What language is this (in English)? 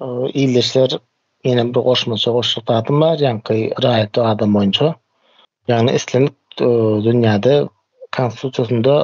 Turkmen